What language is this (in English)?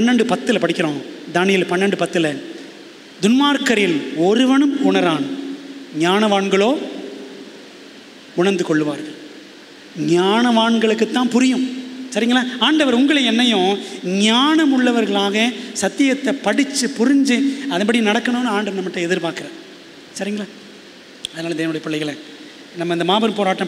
Tamil